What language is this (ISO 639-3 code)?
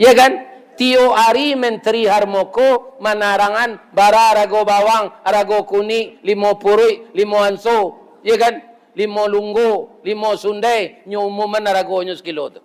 min